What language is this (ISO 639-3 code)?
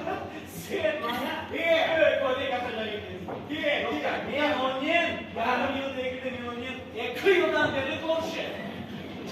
crh